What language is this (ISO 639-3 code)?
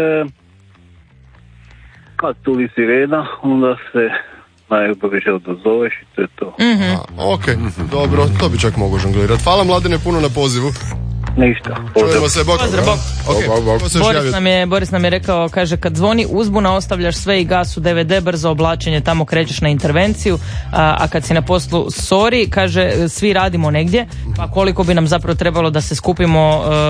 hrv